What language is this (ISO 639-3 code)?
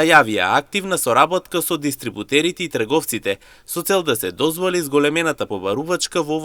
mkd